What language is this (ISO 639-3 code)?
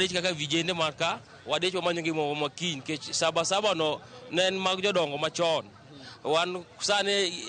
luo